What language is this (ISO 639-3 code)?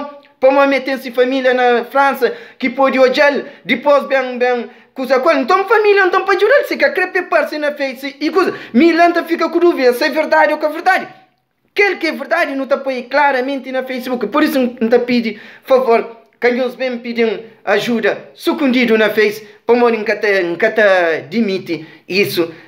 kea